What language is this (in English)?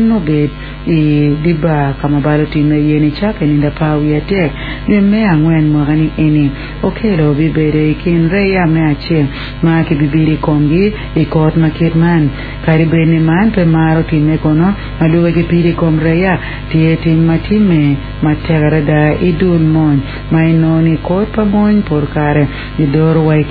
Acoli